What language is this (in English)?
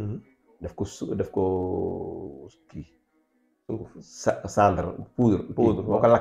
Wolof